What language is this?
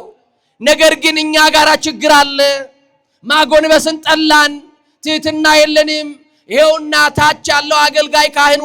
Amharic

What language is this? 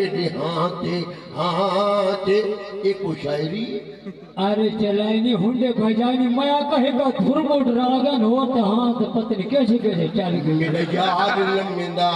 Saraiki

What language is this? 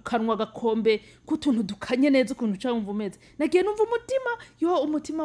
Rundi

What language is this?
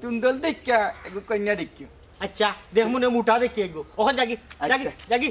Sylheti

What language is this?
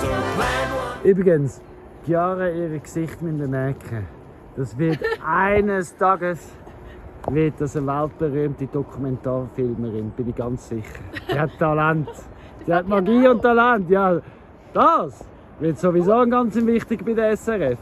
Swiss German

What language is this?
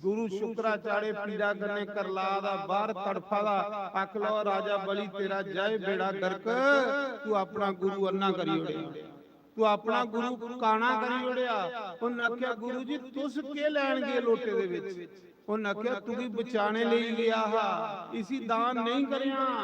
Dogri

